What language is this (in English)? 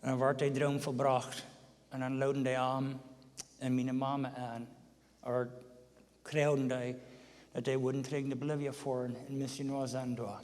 Plautdietsch